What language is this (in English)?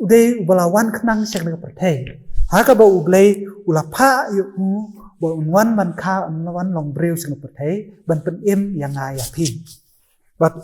Khasi